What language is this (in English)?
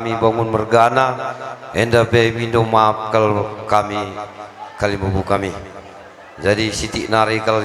Batak Karo